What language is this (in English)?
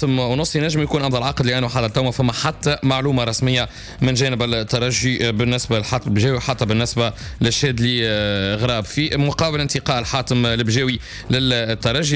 Tunisian Arabic